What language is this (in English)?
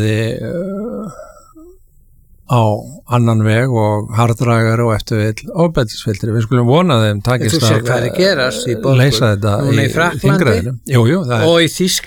Icelandic